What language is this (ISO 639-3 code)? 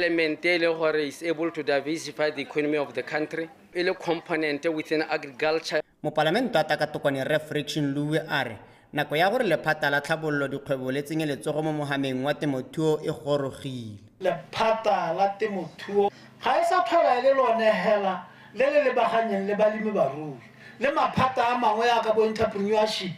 tsn